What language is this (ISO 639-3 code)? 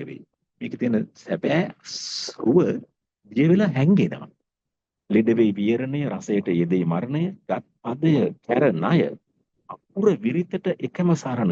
sin